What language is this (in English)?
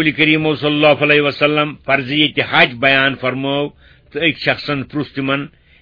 Kashmiri